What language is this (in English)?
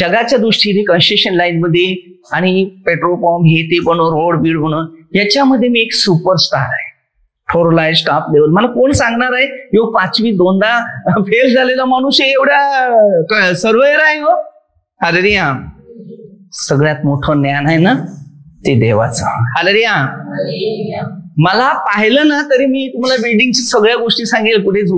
Marathi